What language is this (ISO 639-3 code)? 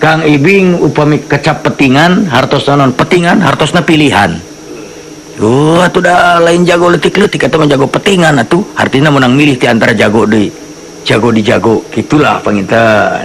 sun